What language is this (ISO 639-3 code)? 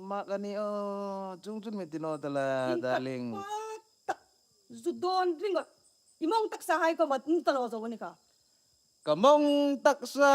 hmr